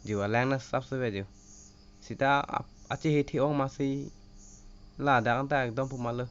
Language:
Karbi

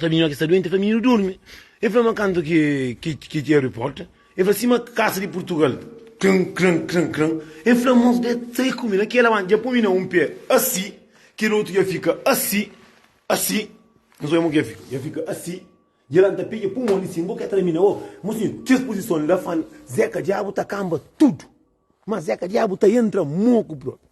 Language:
Kabuverdianu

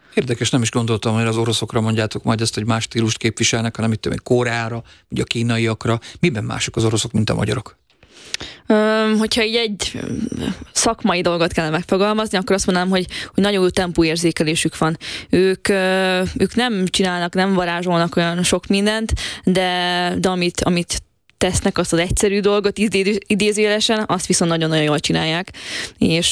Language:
Hungarian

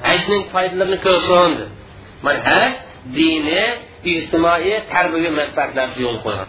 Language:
Uyghur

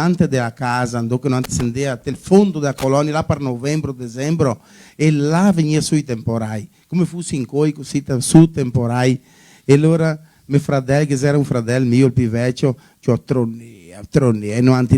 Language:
Venetian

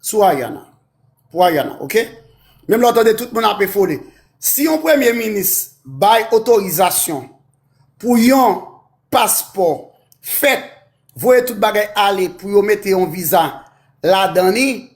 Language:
Haitian Creole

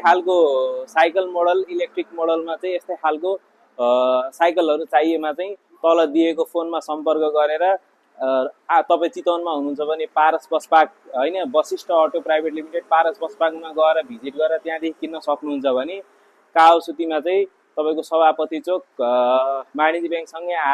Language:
Nepali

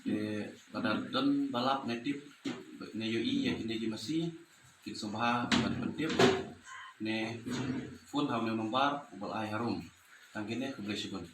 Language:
Khasi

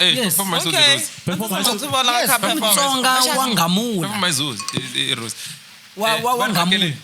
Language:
Tsonga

